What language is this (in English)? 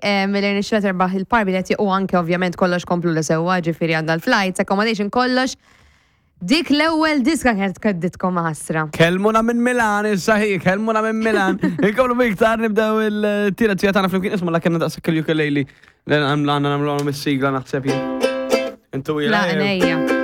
Maltese